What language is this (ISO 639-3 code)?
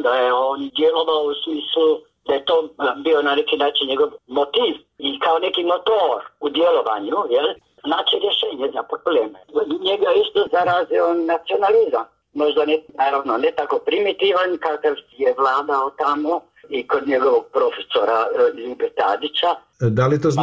hrv